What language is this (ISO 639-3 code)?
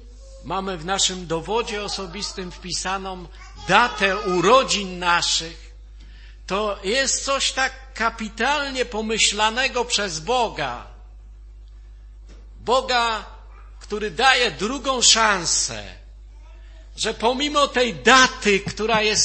pol